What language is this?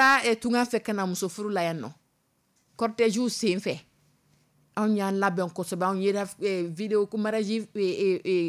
Dyula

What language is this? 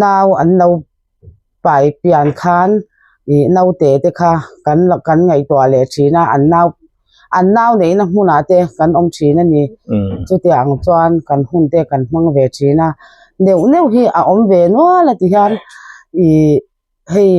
Mizo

